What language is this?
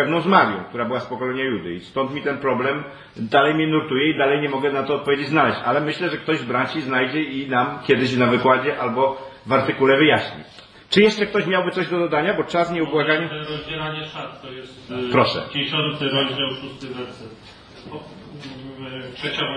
Polish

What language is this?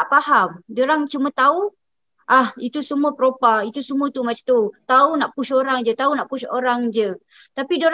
Malay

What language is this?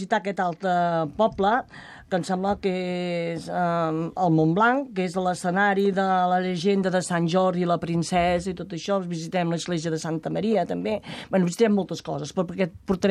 Catalan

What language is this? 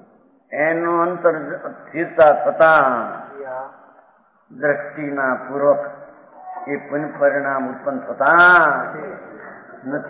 Gujarati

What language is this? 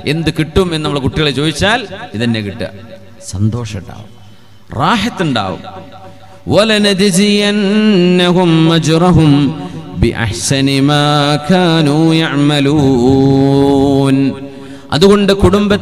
Malayalam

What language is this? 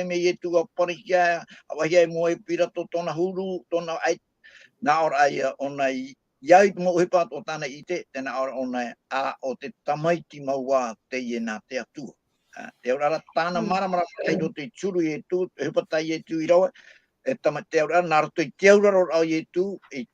Tahitian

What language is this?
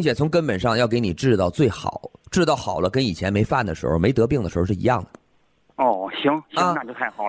Chinese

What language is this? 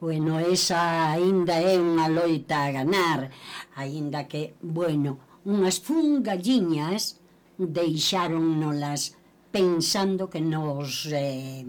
Galician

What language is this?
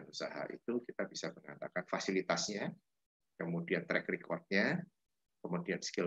Indonesian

